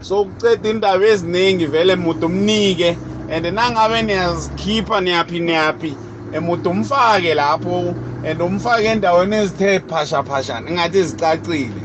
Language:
South Ndebele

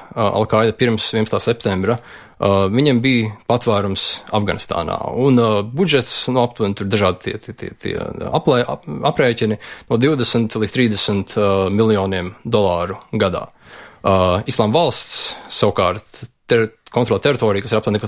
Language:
Latvian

